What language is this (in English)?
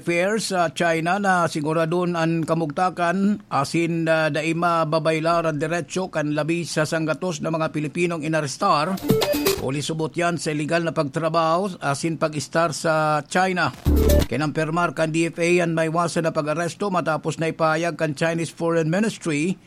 Bikol